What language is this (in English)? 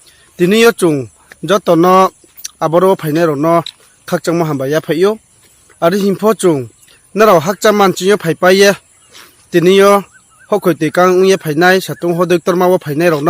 Riang (India)